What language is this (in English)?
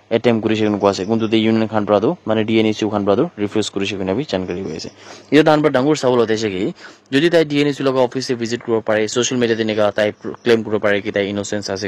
Naga Pidgin